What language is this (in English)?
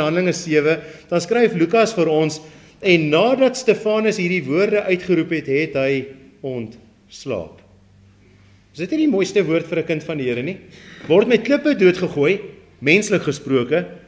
Afrikaans